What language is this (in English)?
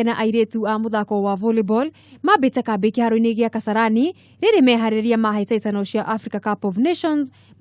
Kikuyu